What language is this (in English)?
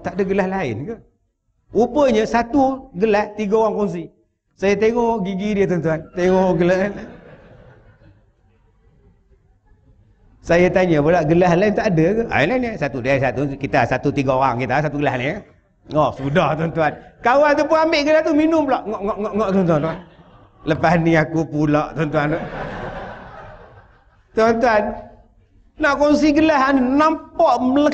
Malay